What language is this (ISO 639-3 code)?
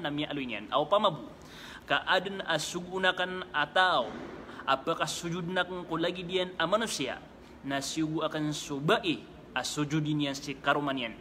mrw